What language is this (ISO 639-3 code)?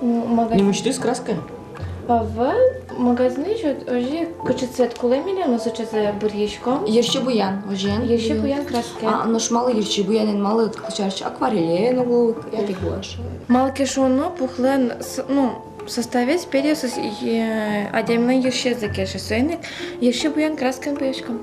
udm